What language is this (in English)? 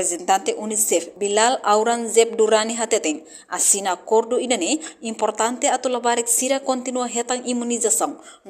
Tetum